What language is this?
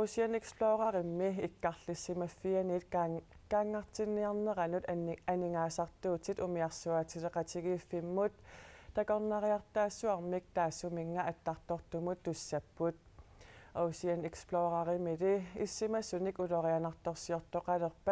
Kalaallisut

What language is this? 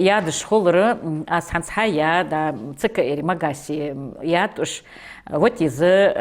Ingush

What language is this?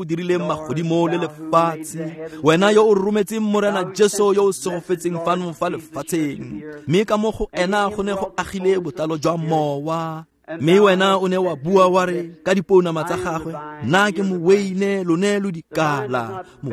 Tswana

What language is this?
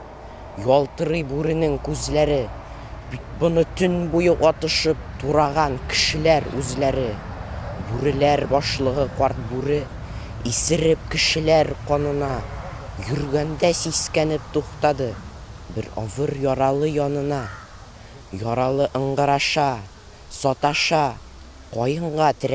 Tatar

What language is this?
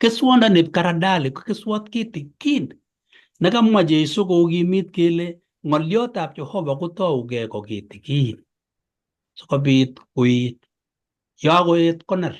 Kalenjin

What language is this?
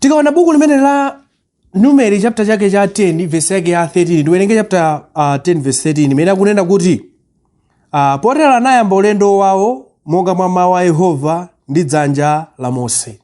Nyanja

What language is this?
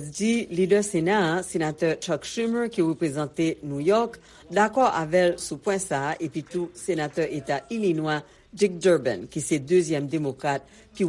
Haitian Creole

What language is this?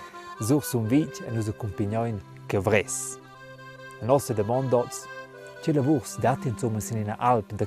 Romansh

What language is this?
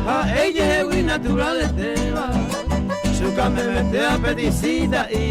Guarani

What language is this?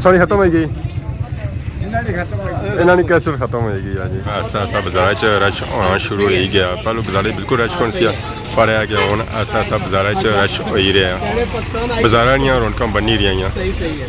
Pahari-Potwari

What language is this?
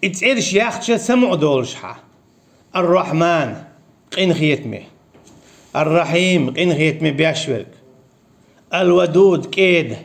Chechen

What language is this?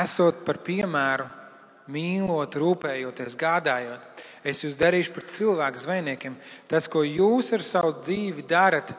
Latvian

